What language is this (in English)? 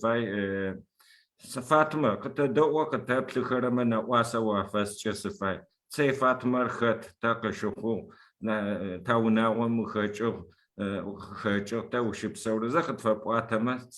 Adyghe